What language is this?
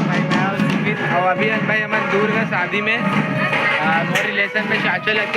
Chhattisgarhi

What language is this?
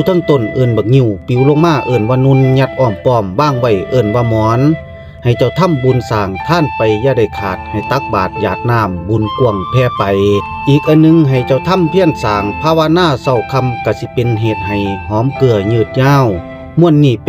Lao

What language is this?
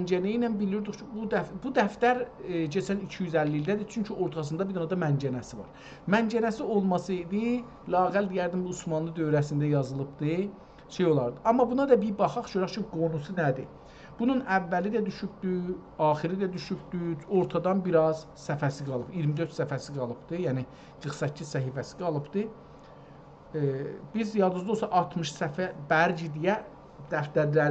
South Azerbaijani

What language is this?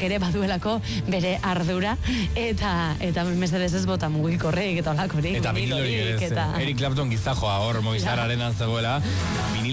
Basque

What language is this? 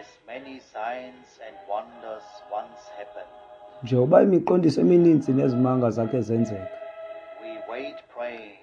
Xhosa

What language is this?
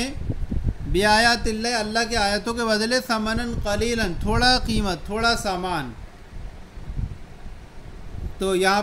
Urdu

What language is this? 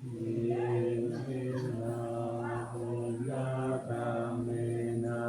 Pali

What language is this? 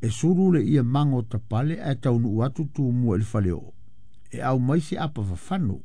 Samoan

